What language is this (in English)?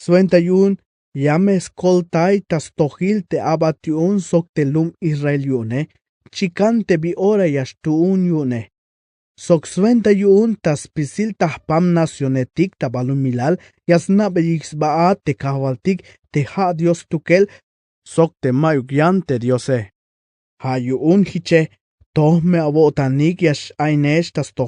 Tzeltal